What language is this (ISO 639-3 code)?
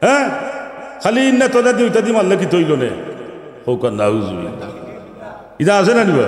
syl